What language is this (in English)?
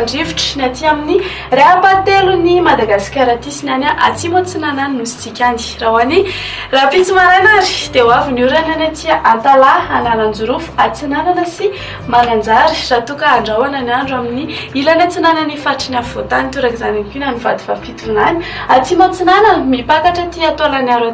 Malagasy